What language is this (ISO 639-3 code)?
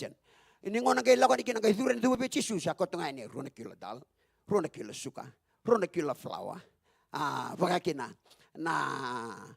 fij